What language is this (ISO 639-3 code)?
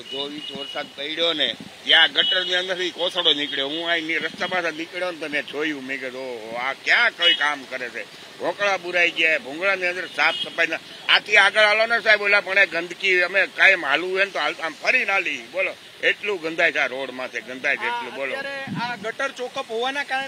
guj